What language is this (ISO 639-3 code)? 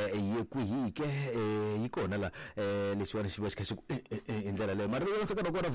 tso